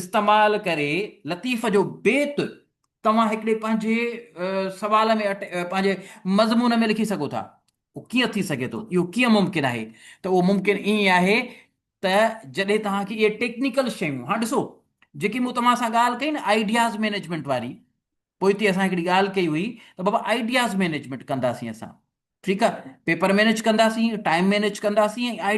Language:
Sindhi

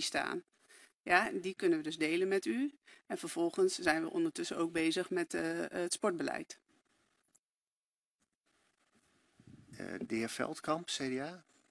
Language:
Dutch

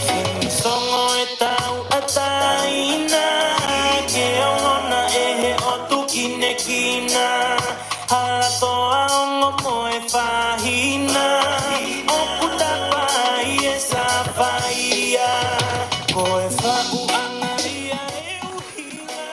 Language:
Tongan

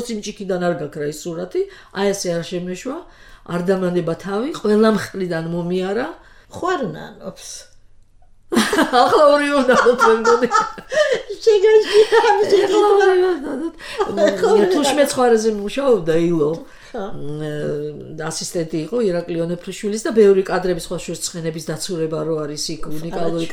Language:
Georgian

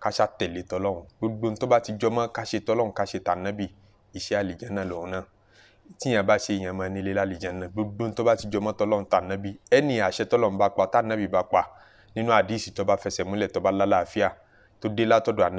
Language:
Yoruba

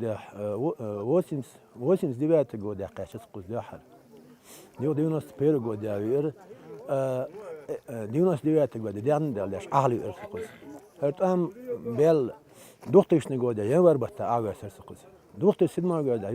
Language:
Chechen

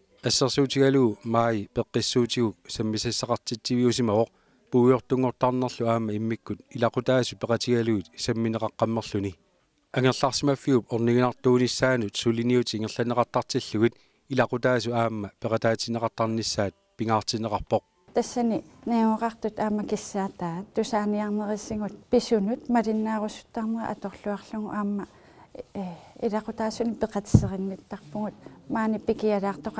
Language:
Kalaallisut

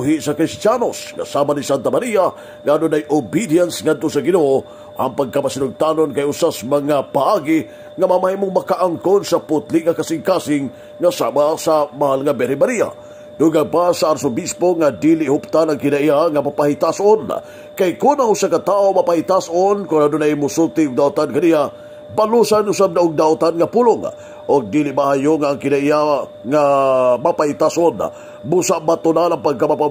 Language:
Cebuano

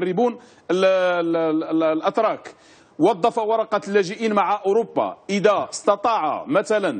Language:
Arabic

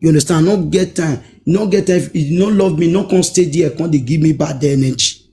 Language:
Nigerian Pidgin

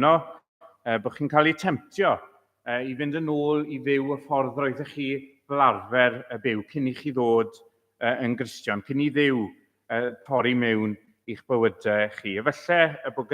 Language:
Welsh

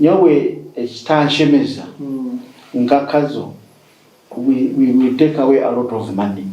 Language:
Nyankole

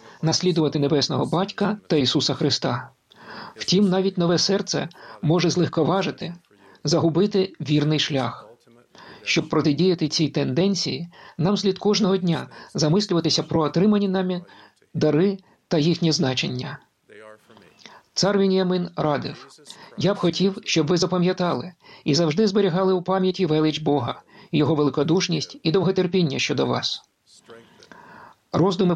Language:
Ukrainian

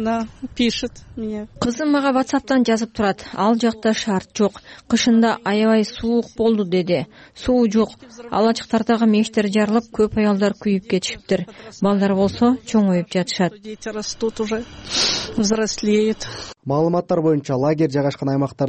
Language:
Kyrgyz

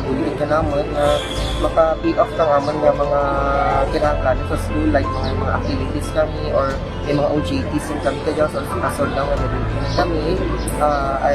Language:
Kinaray-a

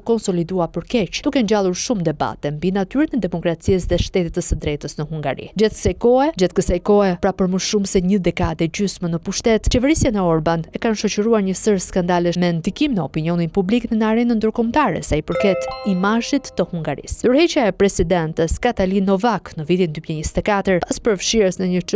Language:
Albanian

